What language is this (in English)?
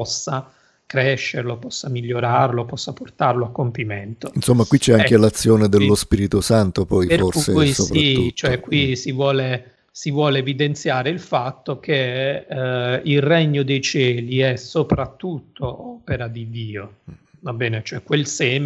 Italian